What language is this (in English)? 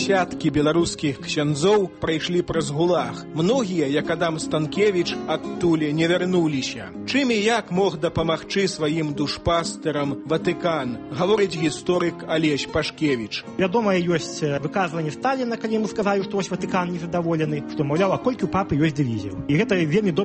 Belarusian